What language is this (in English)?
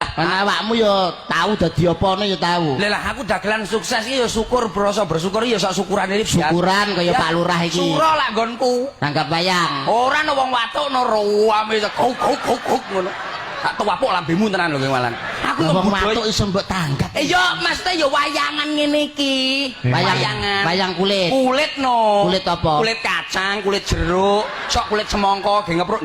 Javanese